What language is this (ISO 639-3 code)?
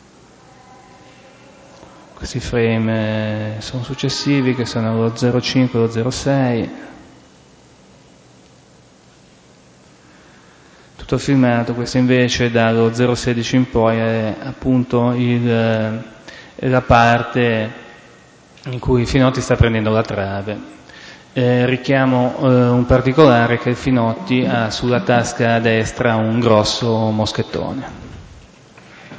ita